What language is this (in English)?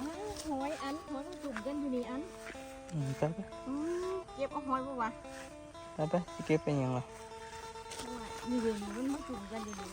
Northeastern Thai